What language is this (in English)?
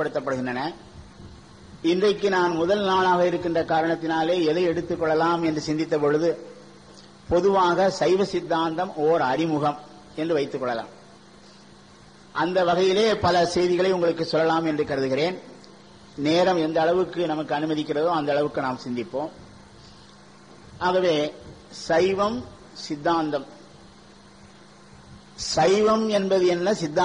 Tamil